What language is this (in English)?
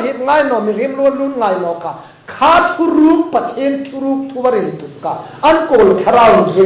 Hmar